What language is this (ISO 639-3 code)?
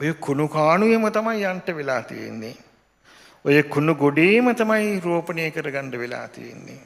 sin